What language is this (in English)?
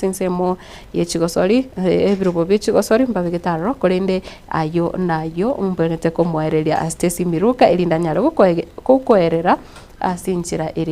Gusii